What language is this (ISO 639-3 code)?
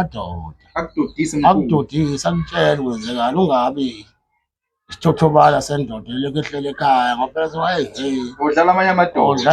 zul